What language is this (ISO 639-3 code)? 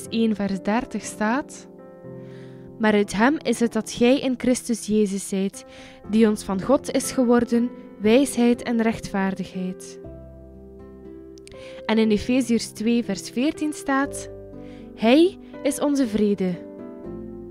nld